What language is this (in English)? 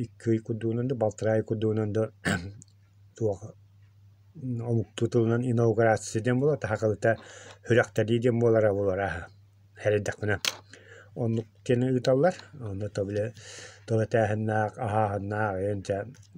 Yakut